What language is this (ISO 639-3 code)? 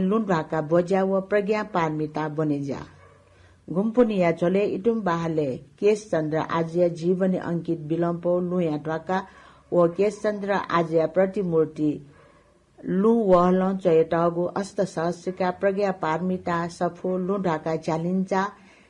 new